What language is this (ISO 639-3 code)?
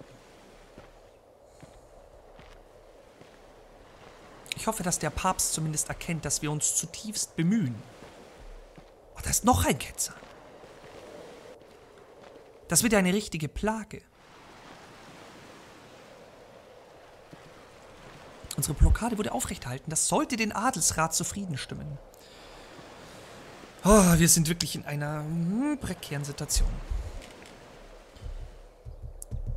deu